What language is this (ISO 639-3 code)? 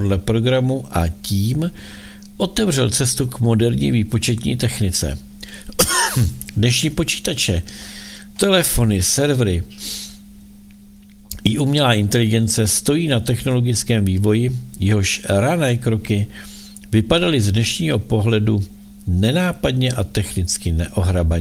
ces